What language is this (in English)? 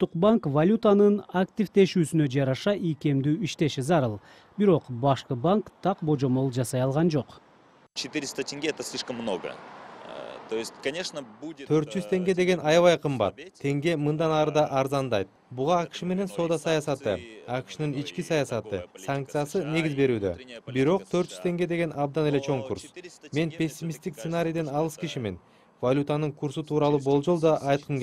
Kyrgyz